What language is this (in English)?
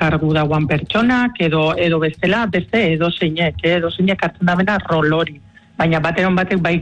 Basque